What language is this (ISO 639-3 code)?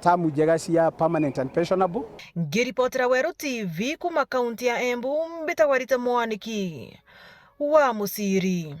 mer